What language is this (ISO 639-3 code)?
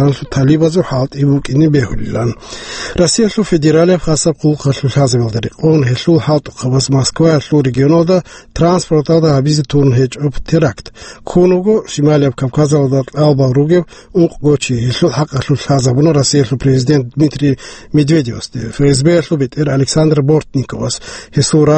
ava